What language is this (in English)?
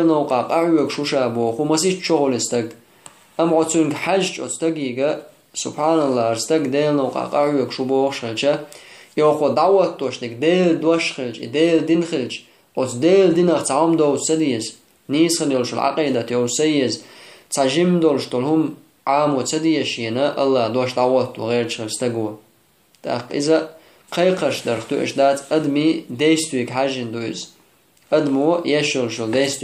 Chechen